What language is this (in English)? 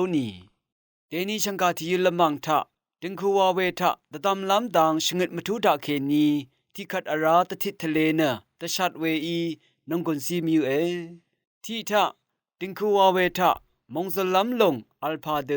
Rawang